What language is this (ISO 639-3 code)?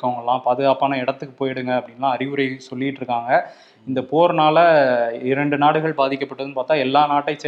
tam